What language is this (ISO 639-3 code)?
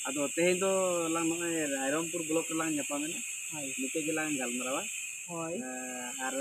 sat